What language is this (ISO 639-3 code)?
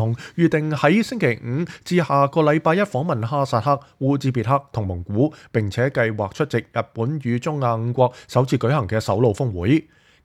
yue